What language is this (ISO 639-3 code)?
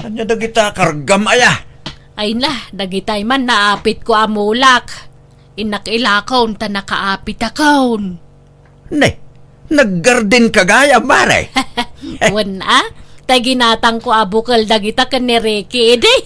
ilo